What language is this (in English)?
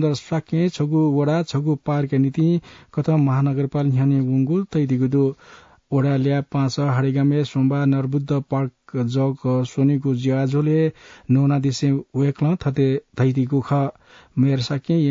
Newari